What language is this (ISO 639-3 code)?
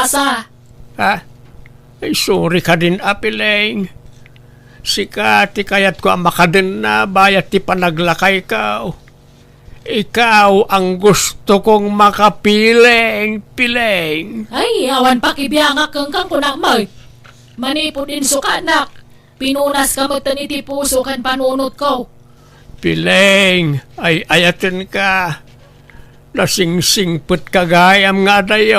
ilo